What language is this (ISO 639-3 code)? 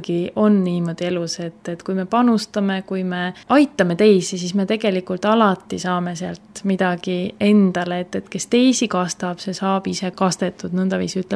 est